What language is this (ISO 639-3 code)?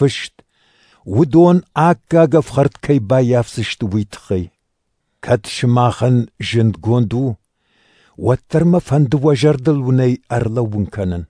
oss